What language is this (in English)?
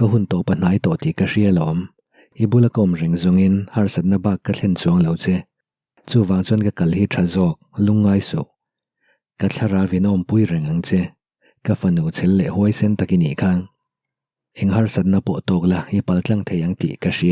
Mizo